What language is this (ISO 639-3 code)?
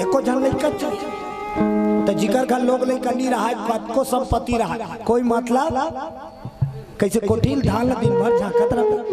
hne